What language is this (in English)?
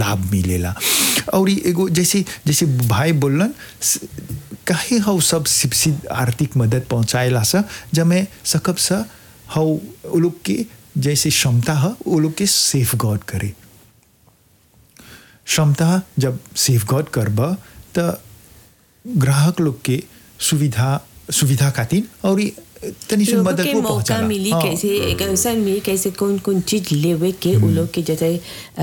Bhojpuri